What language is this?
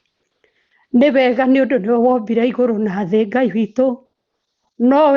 Kikuyu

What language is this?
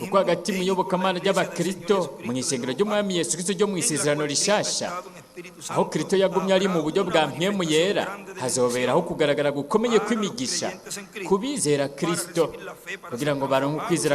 Rundi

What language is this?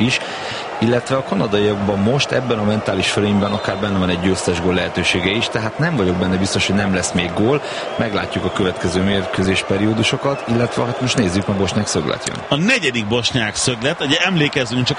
Hungarian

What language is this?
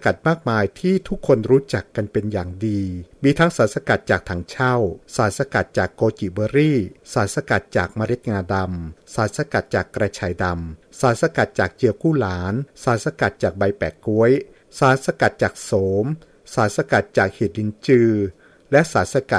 Thai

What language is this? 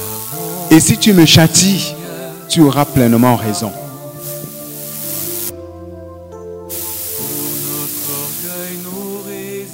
French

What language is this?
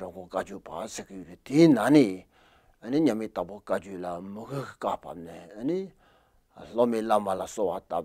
Tibetan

